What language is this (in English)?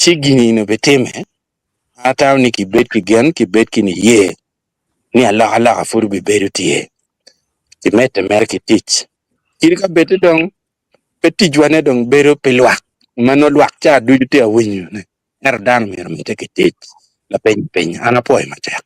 Acoli